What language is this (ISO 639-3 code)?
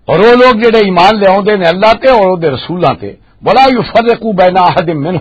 lah